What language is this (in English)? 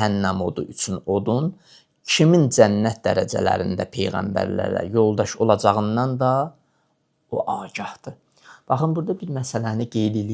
Azerbaijani